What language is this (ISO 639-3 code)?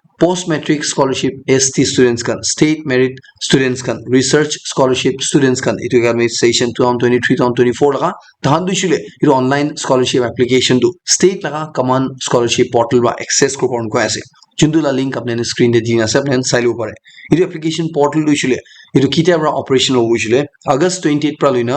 nag